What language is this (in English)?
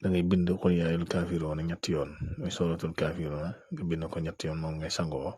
Wolof